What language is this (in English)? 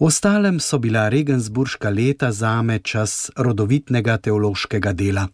Slovenian